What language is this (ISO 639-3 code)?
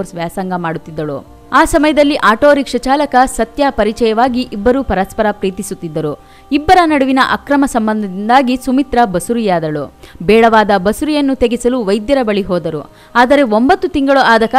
kan